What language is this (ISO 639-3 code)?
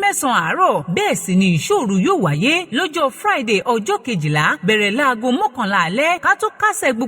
yor